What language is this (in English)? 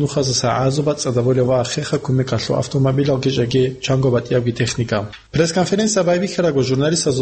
Avaric